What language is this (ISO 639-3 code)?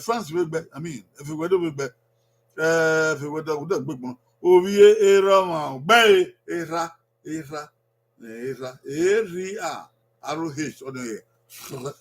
bin